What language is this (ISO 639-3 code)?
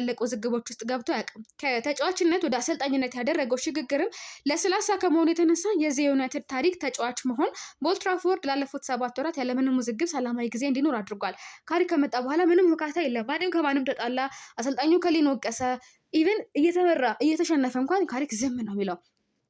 amh